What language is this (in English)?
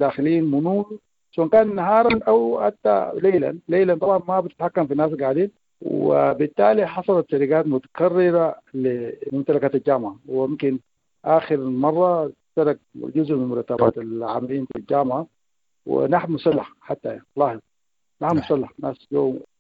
Sudanese Arabic